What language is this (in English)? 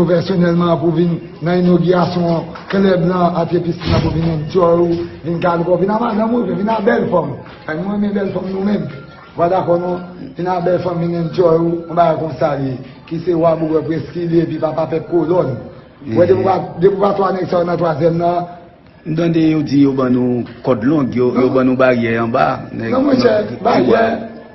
Haitian Creole